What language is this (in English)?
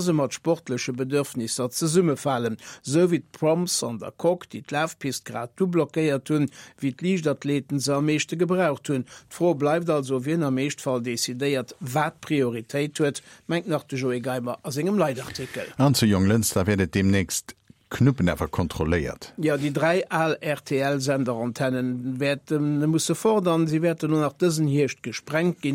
Luxembourgish